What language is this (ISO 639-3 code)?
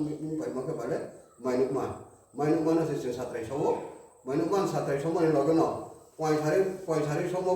ria